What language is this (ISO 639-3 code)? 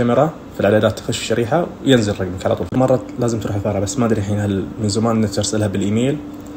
ars